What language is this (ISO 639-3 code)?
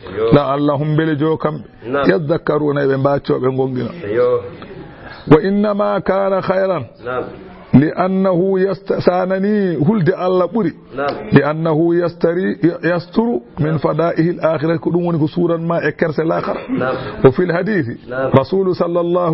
ful